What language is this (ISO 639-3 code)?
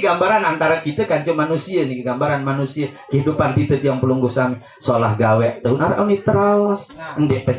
sas